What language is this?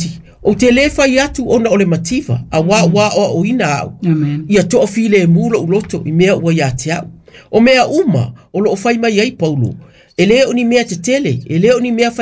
Samoan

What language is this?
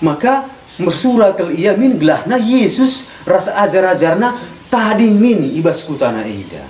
Batak Karo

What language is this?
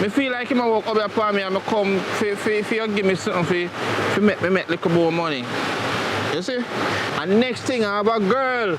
Jamaican Creole English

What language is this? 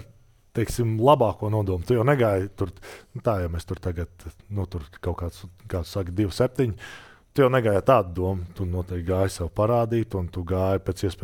Latvian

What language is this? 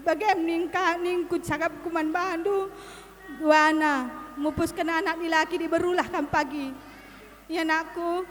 Batak Karo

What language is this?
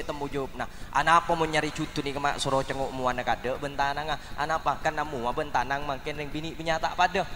Madurese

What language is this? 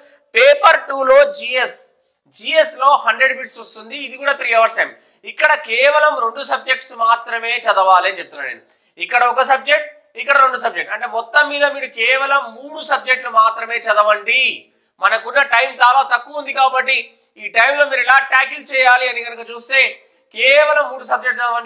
Telugu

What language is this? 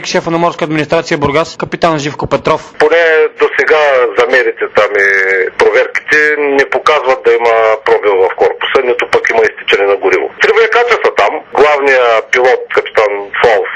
Bulgarian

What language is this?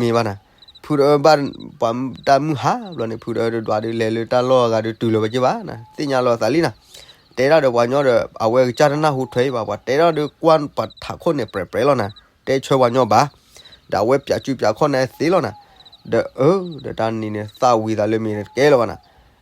S'gaw Karen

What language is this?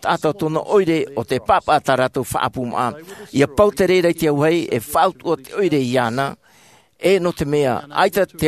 Tahitian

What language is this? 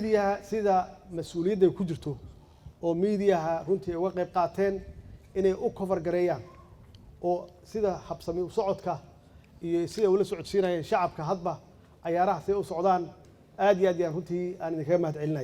Somali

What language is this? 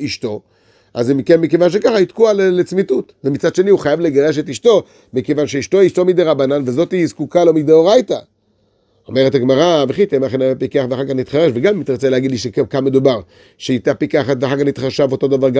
Hebrew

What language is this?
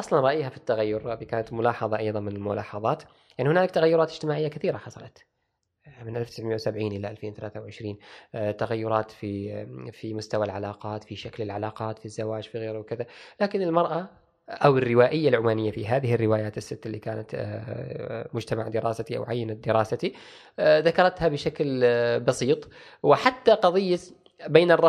Gulf Arabic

